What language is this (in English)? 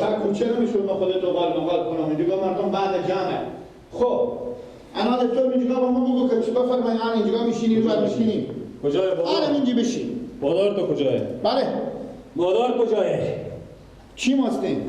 Persian